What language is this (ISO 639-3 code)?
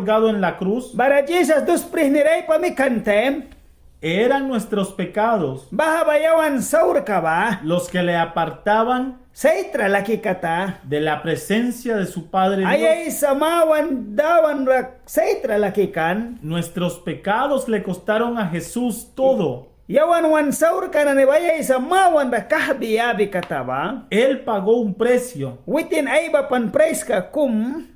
miq